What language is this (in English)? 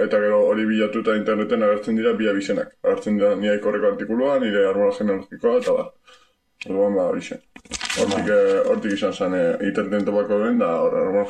Basque